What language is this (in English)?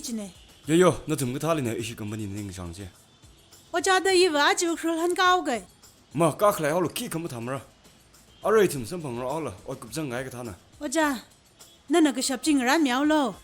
Tangkhul Naga (India)